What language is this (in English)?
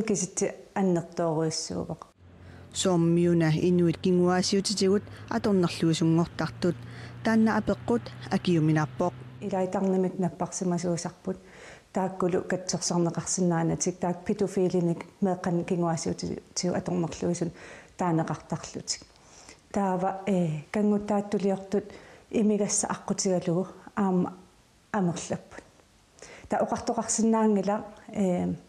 Kalaallisut